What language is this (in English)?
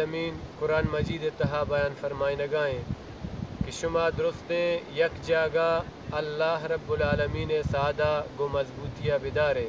Baluchi